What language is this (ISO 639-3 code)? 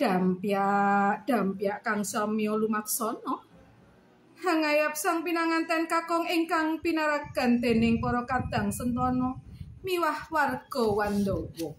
jav